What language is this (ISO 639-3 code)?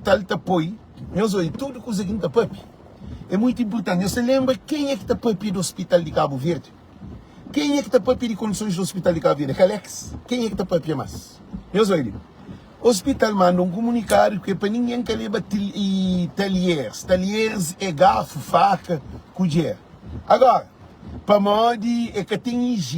kea